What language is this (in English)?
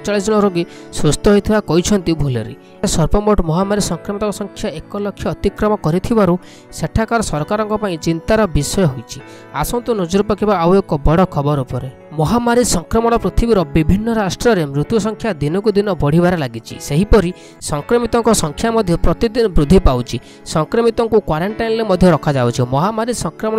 Odia